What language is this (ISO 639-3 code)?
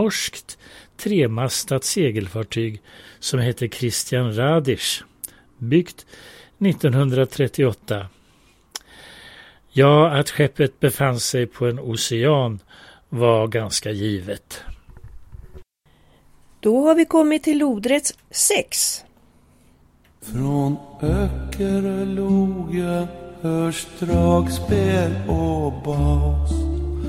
swe